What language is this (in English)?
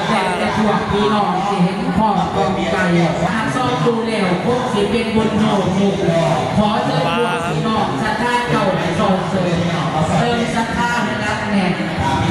Lao